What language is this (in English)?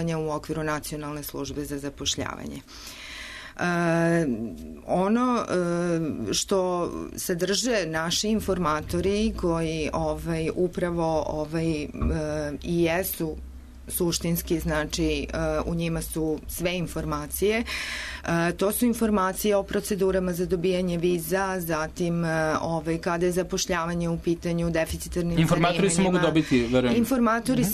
Serbian